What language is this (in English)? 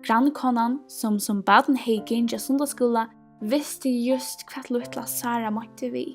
Faroese